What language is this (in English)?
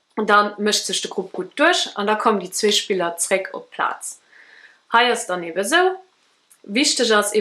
Luxembourgish